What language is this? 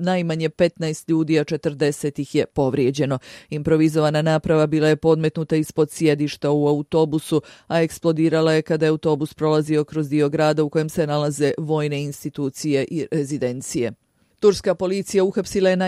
Bosnian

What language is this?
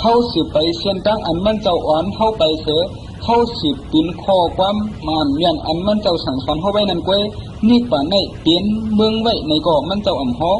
Shan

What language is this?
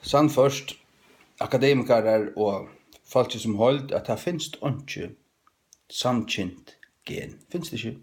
Faroese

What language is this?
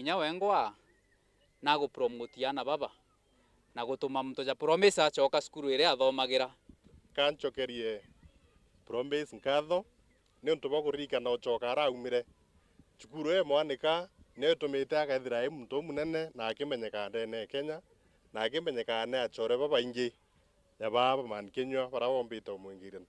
Meru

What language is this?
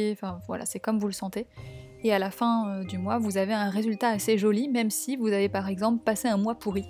French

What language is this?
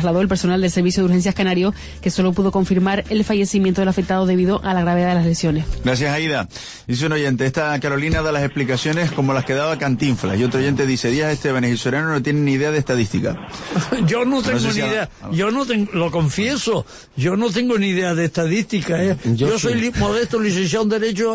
Spanish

